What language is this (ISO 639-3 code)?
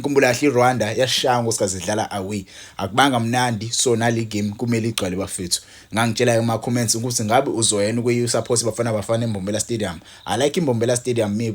zul